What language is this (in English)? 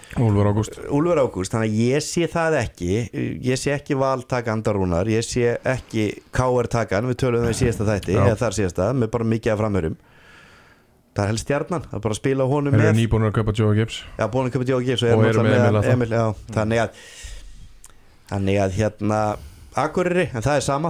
Icelandic